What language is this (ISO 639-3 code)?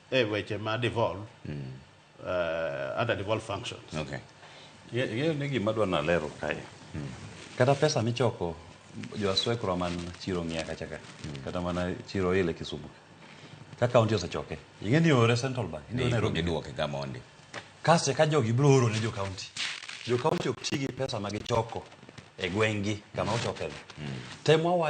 luo